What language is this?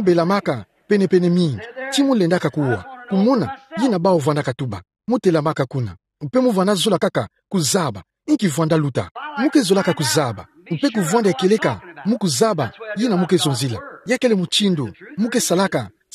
Kituba (Democratic Republic of Congo)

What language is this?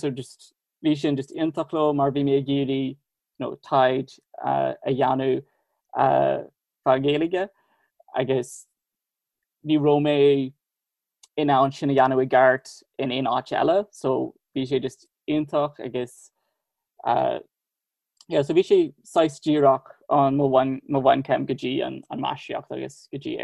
Irish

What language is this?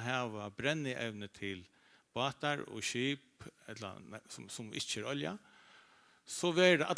Faroese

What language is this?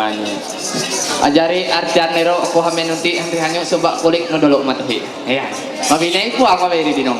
Ma'anyan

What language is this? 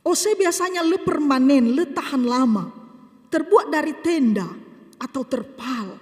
Nias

